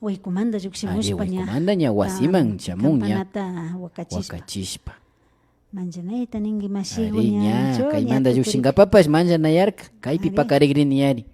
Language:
Imbabura Highland Quichua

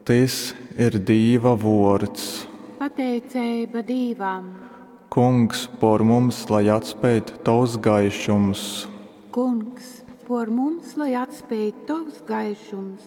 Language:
Latgalian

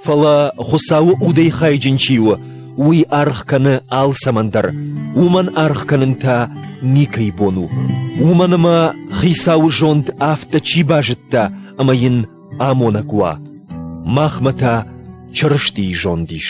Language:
Ossetic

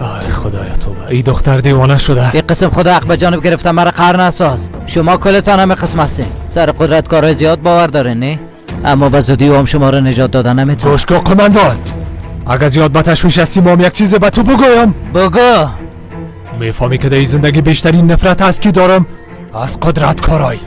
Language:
Persian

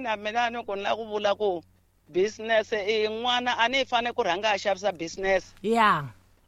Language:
Tsonga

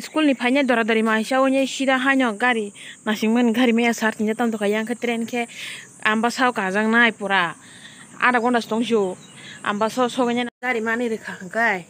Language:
Kok Borok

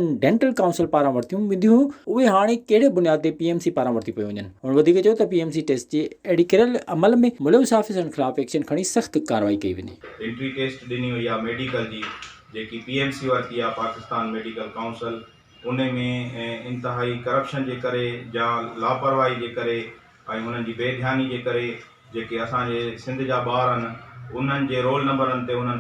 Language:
Sindhi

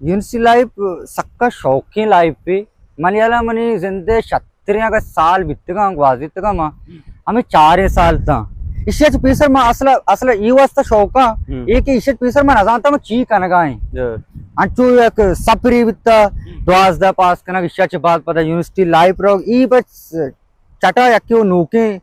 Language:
Baluchi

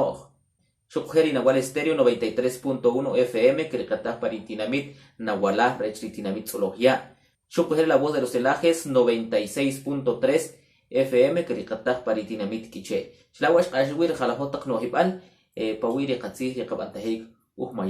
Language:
Kʼicheʼ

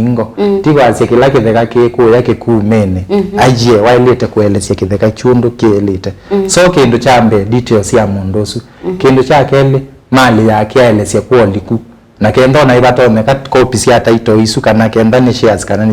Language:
Kamba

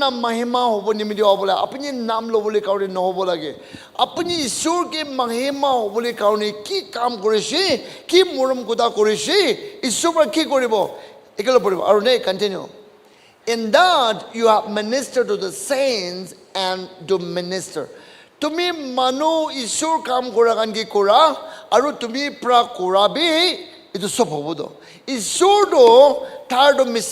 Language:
Naga Pidgin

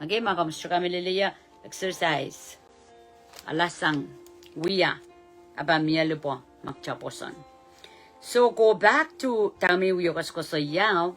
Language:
Pohnpeian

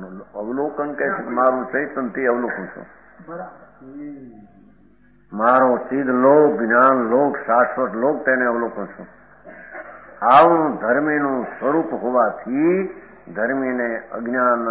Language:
Gujarati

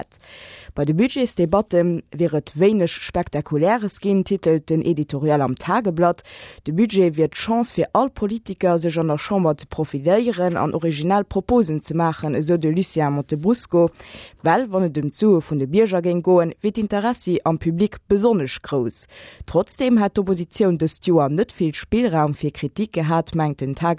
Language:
Luxembourgish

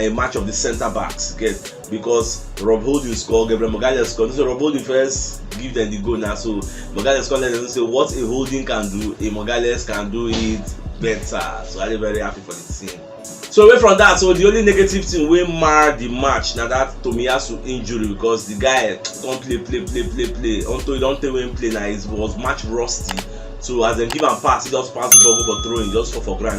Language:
Nigerian Pidgin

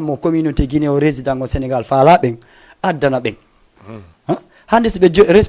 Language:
Fula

